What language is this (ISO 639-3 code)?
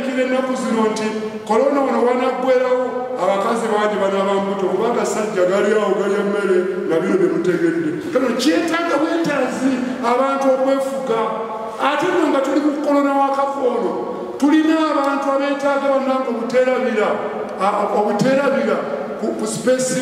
lug